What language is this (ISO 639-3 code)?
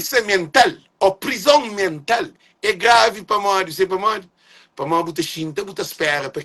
kea